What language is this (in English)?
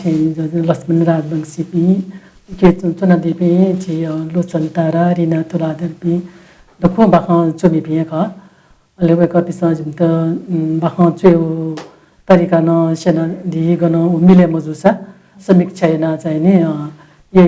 Newari